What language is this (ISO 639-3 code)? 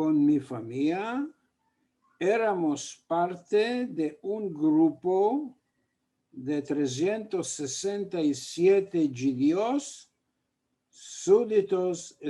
lad